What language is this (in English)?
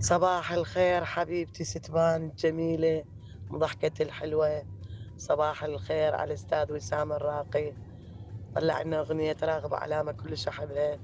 Mesopotamian Arabic